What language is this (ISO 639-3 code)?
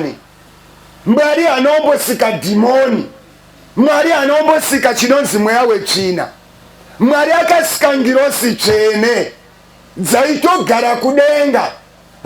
sna